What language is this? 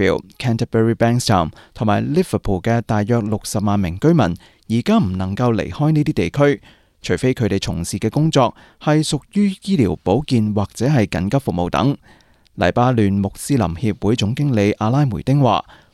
Cantonese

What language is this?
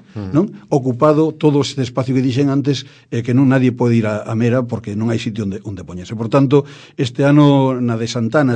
Galician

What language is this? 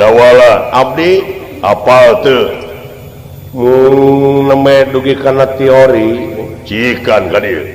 Sundanese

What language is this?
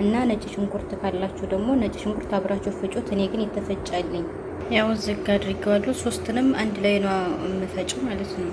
Amharic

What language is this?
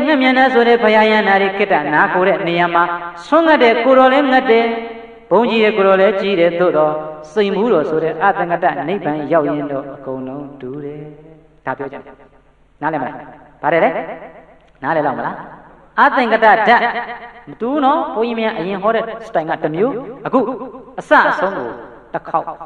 Burmese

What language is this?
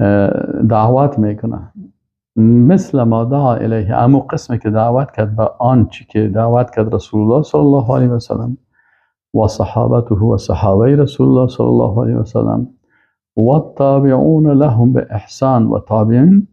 Persian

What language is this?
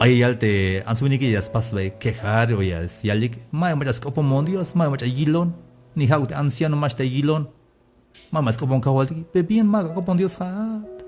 Tzeltal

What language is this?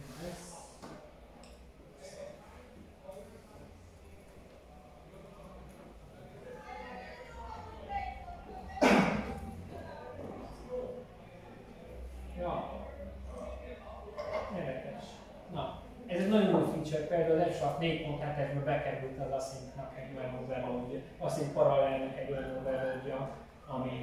Hungarian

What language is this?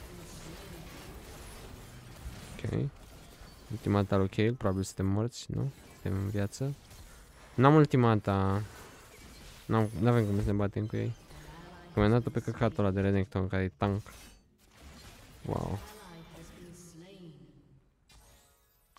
Romanian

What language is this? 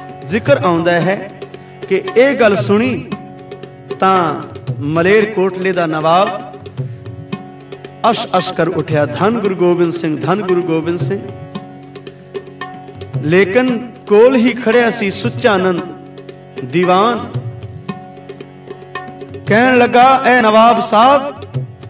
Punjabi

